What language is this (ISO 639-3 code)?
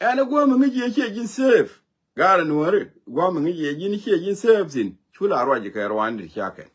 nus